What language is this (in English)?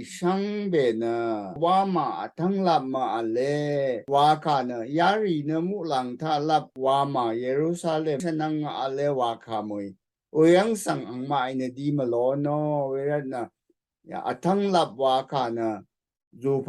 Rawang